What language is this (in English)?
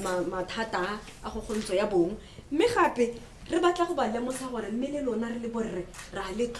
Tswana